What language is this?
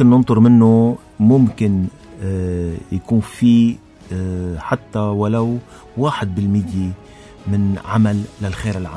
North Levantine Arabic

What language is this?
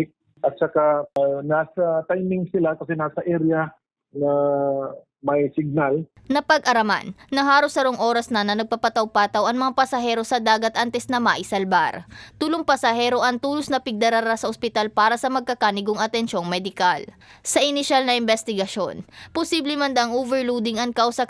Bikol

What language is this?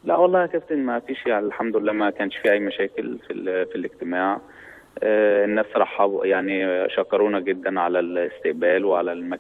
Egyptian Arabic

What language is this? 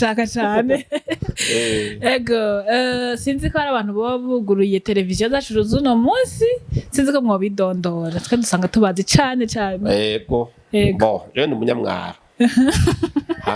Rundi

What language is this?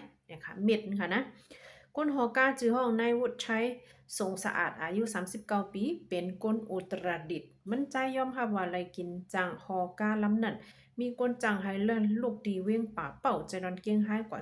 Shan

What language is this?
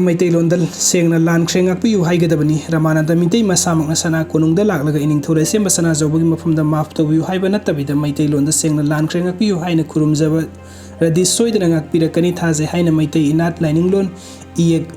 Manipuri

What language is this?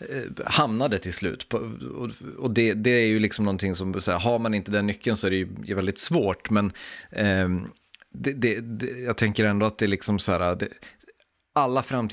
Swedish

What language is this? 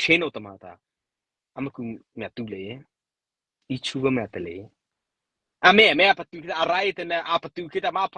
Mara Chin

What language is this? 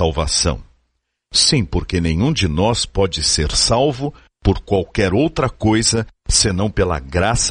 Portuguese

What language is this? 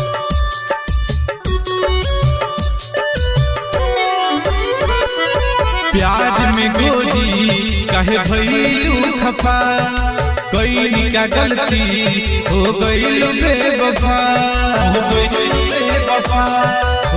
Bhojpuri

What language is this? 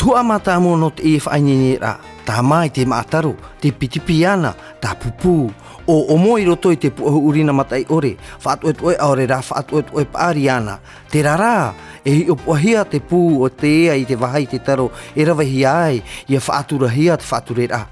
Tahitian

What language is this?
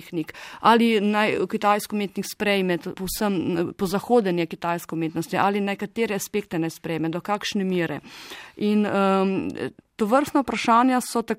Slovenian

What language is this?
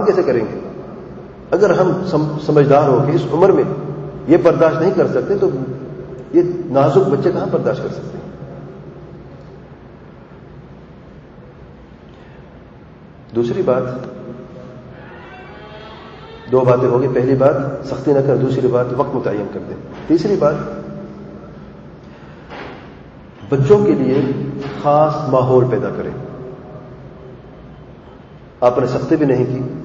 Urdu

